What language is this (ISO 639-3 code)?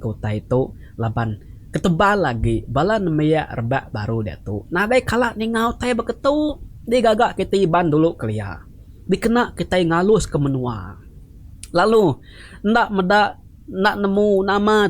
iba